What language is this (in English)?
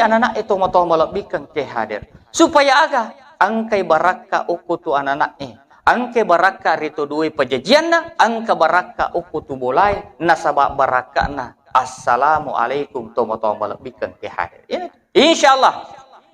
Buginese